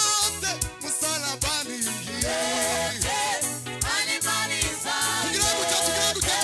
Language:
Swahili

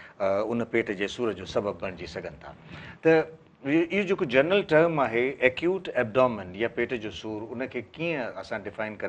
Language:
Sindhi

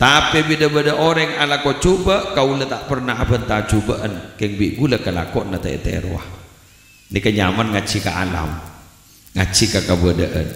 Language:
Madurese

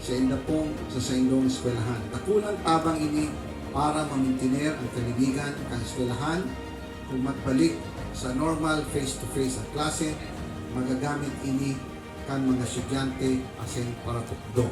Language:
Bikol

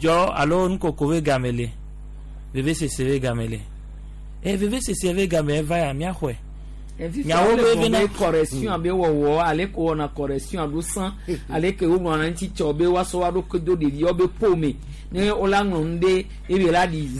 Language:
Gen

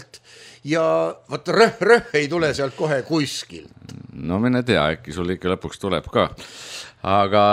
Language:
Estonian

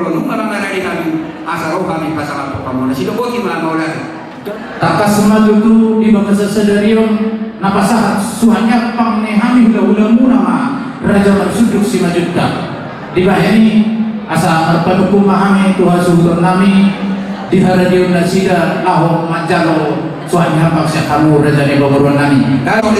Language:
Batak Toba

